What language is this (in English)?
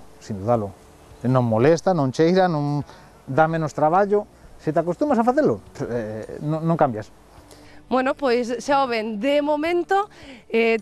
Galician